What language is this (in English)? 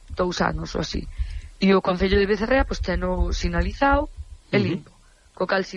Galician